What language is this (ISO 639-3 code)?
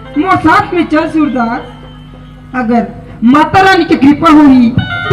hne